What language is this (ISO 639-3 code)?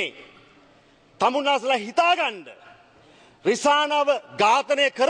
sin